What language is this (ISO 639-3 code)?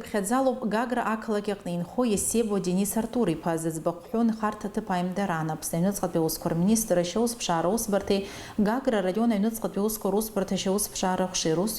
abk